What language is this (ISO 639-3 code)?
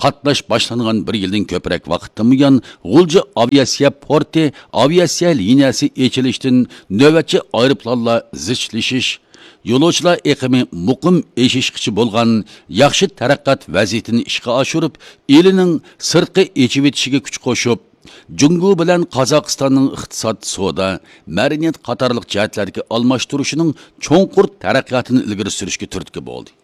uig